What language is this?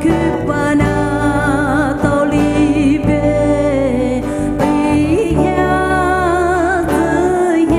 Poumei Naga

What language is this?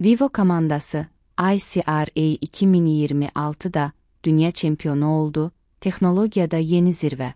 Azerbaijani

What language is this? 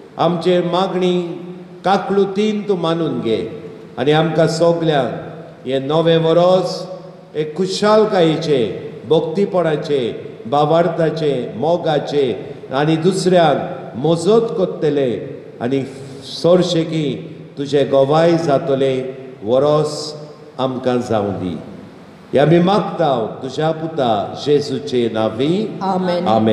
Konkani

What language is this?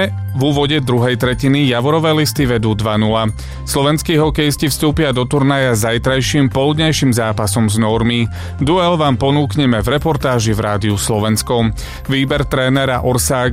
Slovak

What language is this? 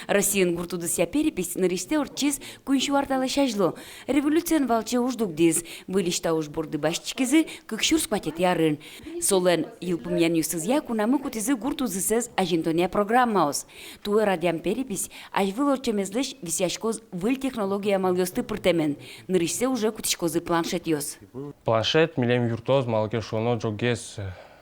Udmurt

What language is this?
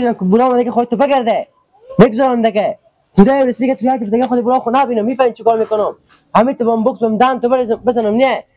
Persian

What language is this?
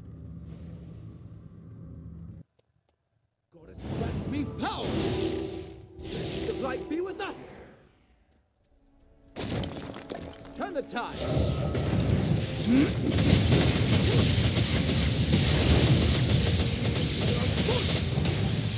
English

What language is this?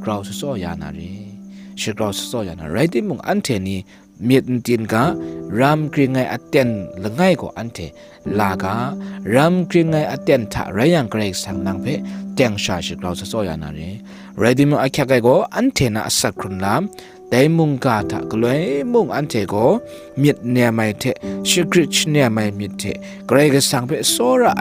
Kachin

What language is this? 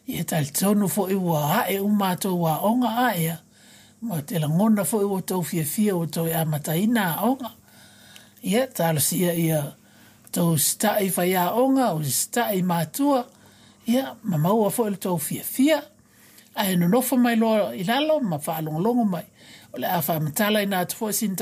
Samoan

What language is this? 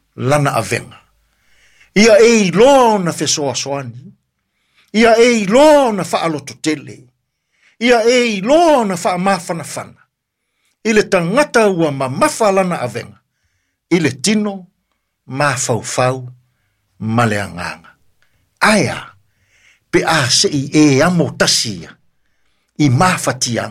Samoan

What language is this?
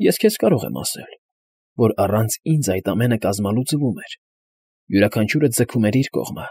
Armenian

